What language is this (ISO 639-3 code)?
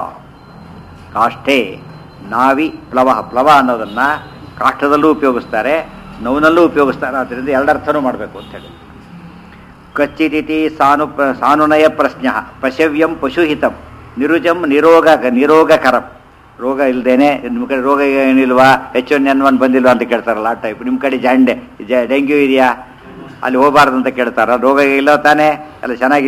kan